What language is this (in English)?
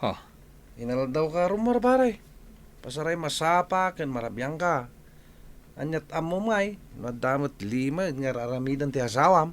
Iloko